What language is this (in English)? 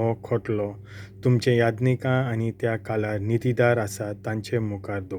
Konkani